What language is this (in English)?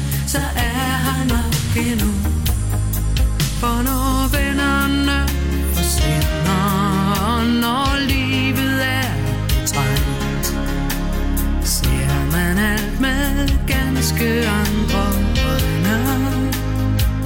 Danish